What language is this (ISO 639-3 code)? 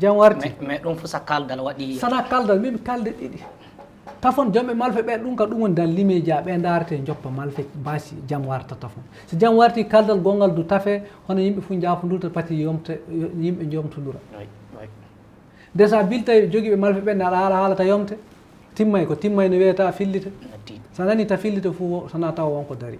ful